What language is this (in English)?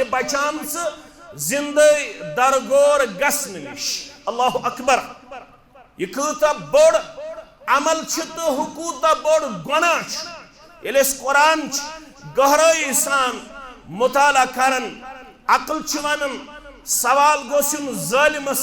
Kashmiri